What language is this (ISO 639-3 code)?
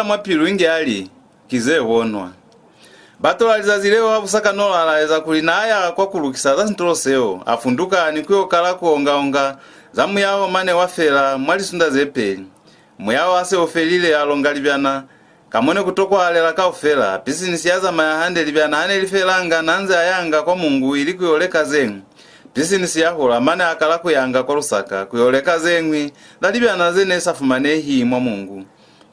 loz